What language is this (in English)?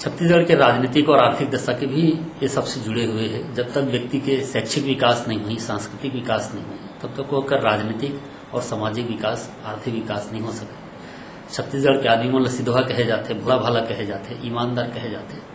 Chhattisgarhi